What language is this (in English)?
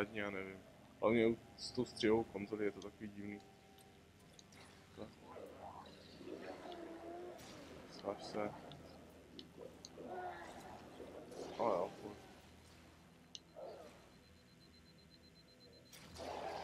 Czech